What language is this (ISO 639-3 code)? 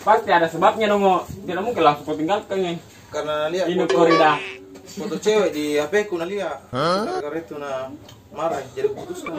mfp